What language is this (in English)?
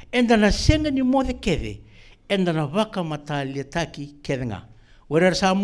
Fijian